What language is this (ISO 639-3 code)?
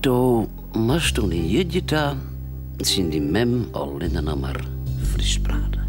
fry